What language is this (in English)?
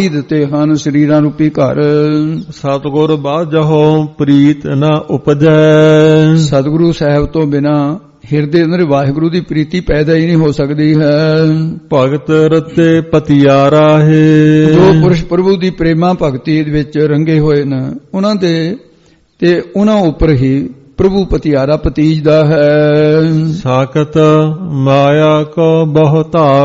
Punjabi